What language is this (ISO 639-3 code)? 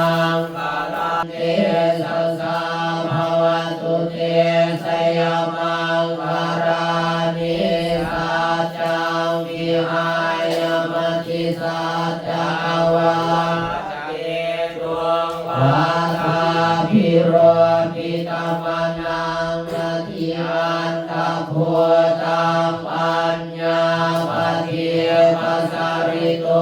pli